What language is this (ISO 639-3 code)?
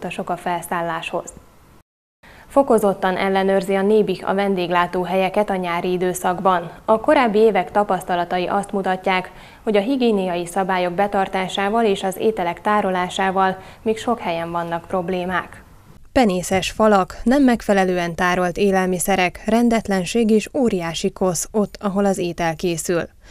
hun